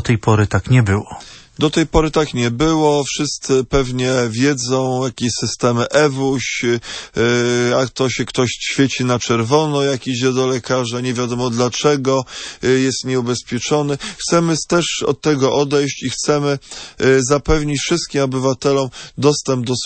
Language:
Polish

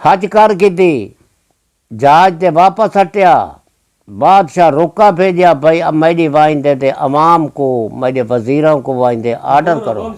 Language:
Saraiki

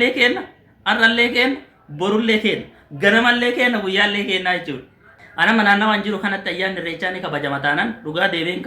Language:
Oromo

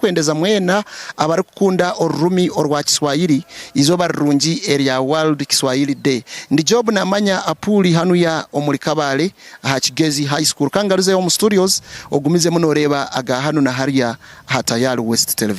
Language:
Nyankole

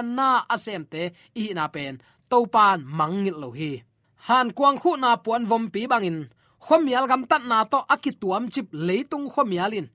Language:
Tedim Chin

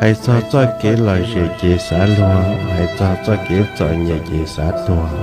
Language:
Hmong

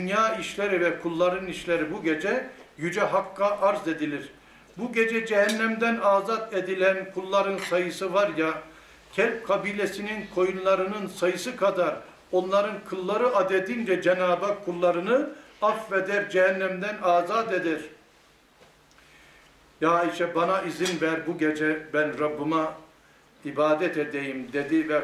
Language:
Turkish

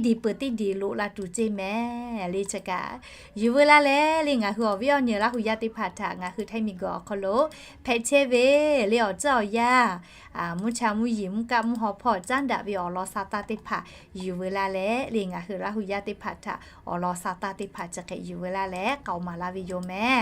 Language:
Lahu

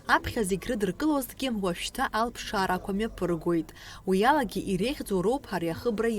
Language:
Abkhazian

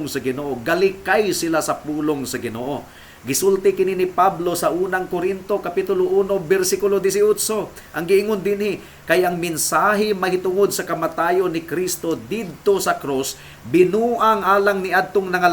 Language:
Cebuano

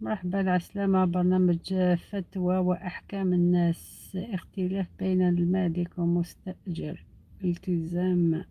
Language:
Algerian Arabic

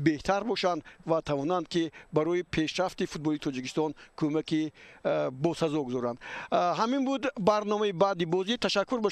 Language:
Tajik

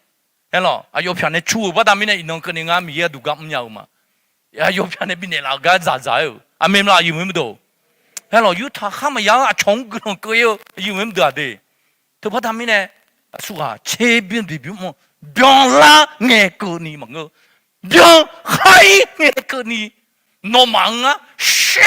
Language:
Akha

